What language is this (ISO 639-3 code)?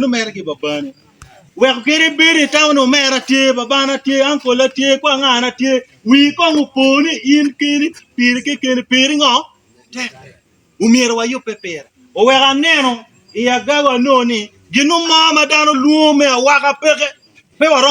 ach